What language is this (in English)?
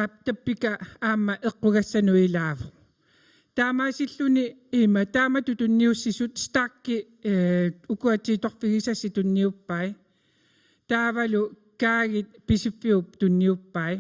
Kalaallisut